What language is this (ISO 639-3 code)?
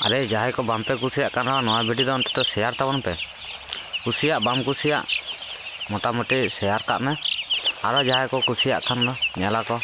sat